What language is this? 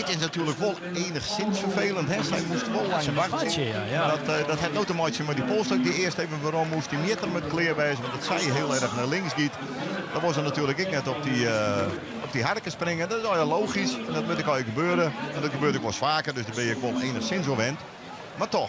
Western Frisian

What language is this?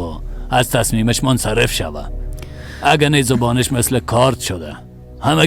Persian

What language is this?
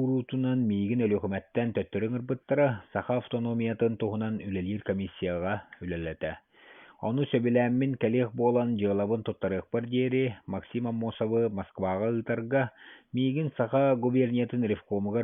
Yakut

